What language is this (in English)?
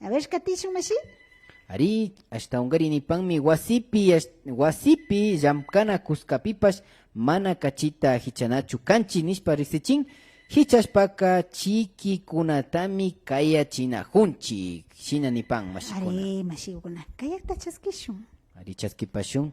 Imbabura Highland Quichua